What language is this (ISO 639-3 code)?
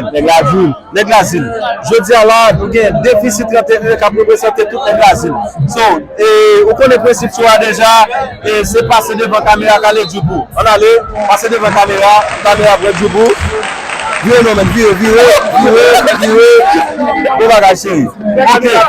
hat